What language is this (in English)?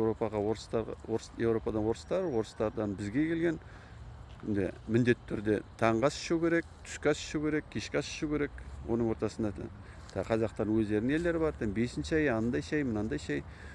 Kazakh